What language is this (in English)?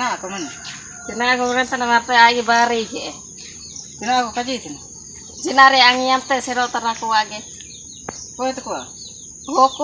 Ho